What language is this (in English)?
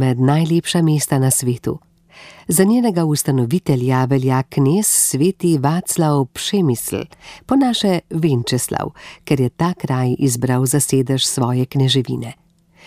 Slovenian